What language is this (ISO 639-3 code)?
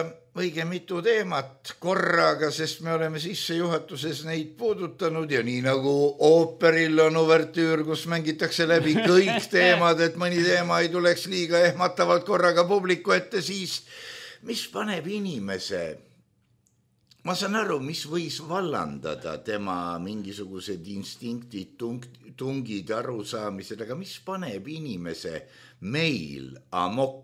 est